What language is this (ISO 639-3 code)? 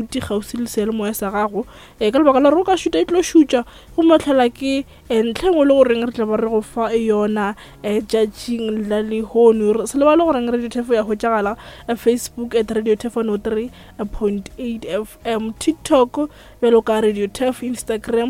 nso